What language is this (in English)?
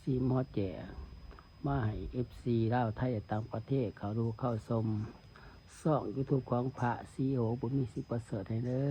Lao